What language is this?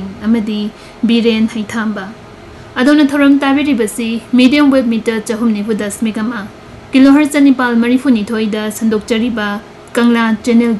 Manipuri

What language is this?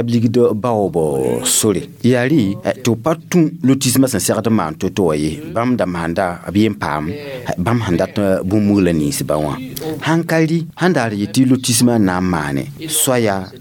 Mossi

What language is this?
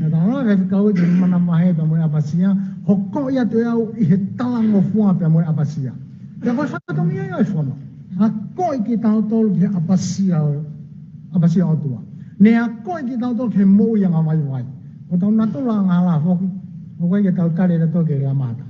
Tongan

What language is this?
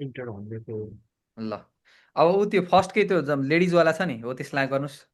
Nepali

